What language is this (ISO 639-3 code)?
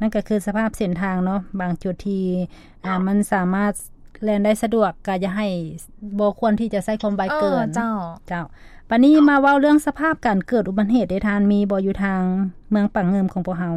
lao